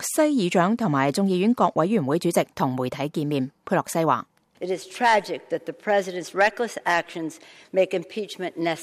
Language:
Cantonese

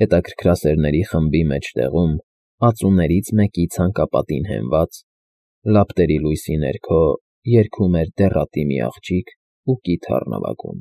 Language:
Armenian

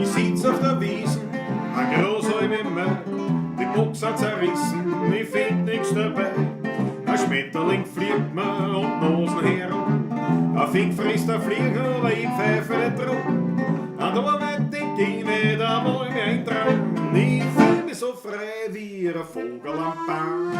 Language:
Bavarian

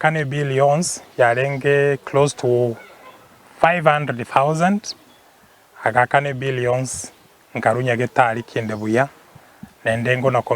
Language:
Gusii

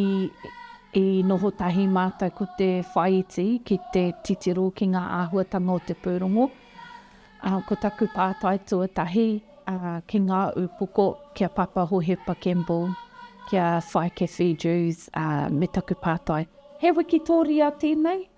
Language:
Māori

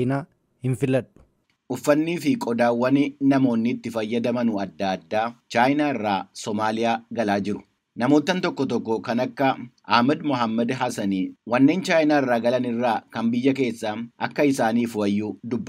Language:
Oromo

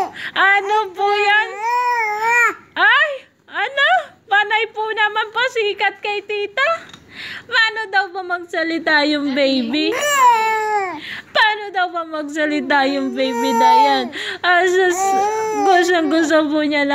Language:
Filipino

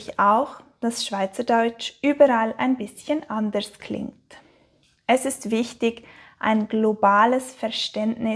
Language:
Swiss German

